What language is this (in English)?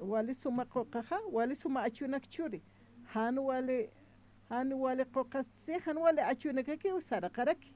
Aymara